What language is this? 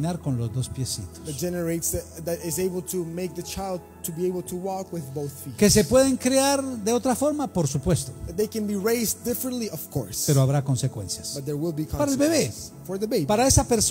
Spanish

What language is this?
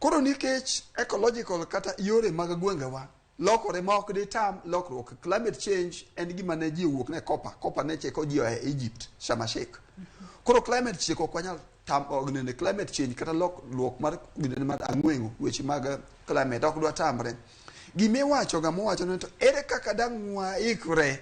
Luo (Kenya and Tanzania)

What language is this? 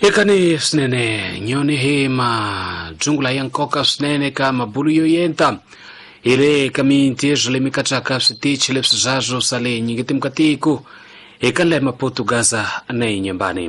Tsonga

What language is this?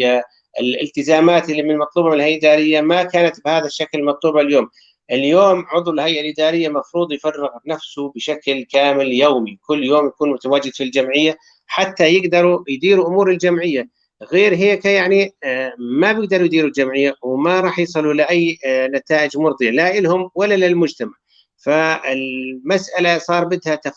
North Levantine Arabic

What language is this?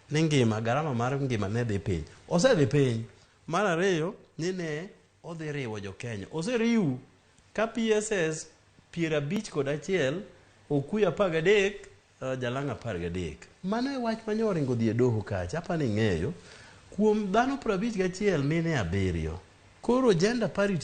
Luo (Kenya and Tanzania)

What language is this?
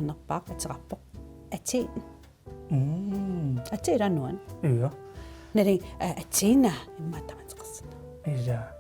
Kalaallisut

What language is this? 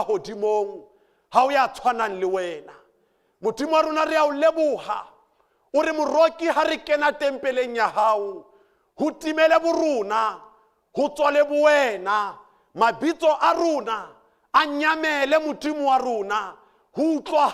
Southern Sotho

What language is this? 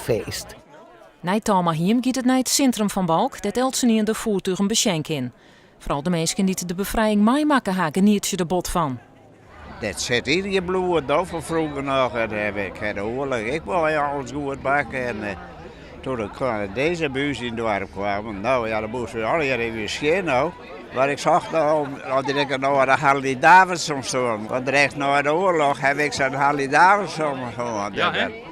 Western Frisian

